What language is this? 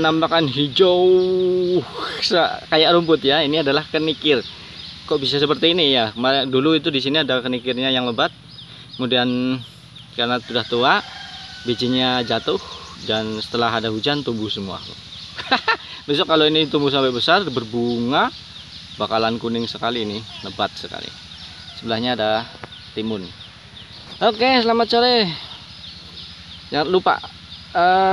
Indonesian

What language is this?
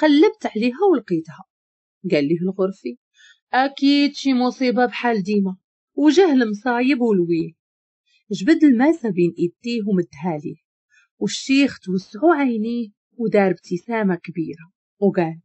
Moroccan Arabic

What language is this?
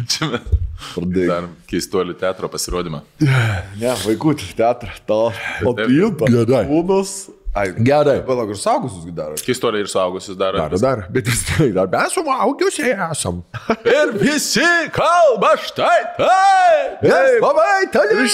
Lithuanian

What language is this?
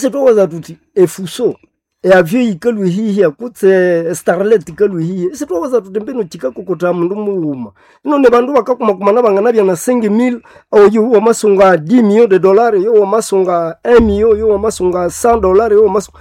Nande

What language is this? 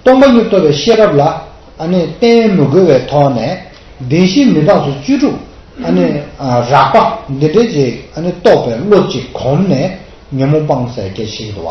Tibetan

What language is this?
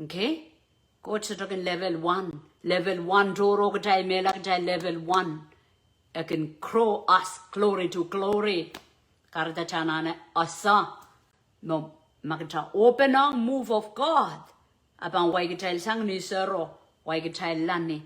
Pohnpeian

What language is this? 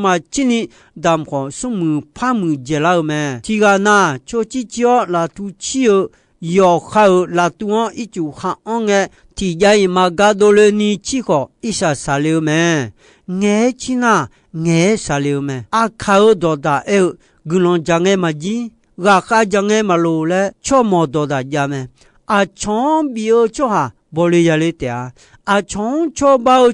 Akha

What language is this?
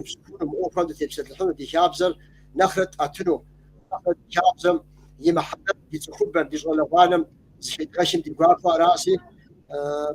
Kabardian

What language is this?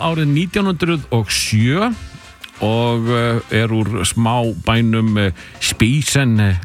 Icelandic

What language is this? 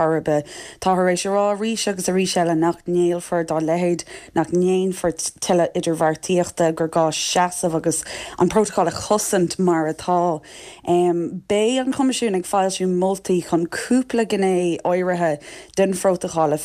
Irish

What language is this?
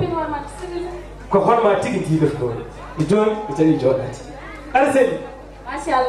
Fula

